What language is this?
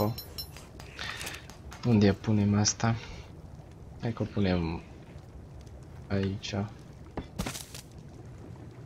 Romanian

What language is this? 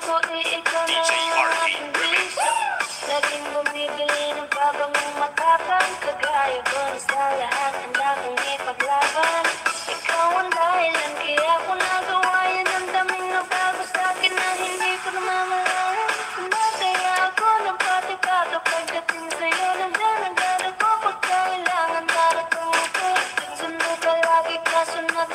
Filipino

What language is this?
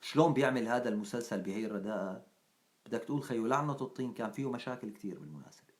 North Levantine Arabic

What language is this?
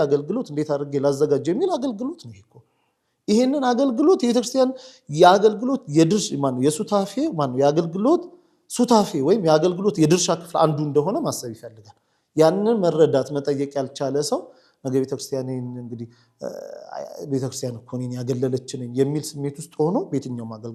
Amharic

